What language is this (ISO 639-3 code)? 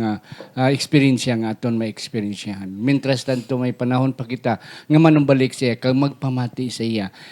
hil